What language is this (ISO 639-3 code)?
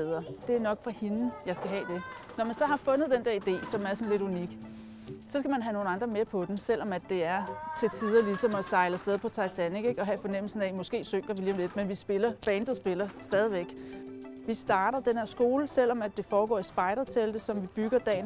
dan